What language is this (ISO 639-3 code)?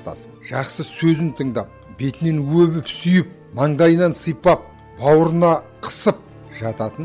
kaz